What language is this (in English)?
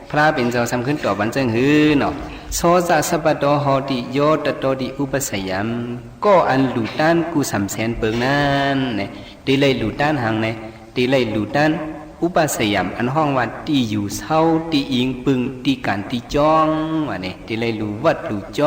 Shan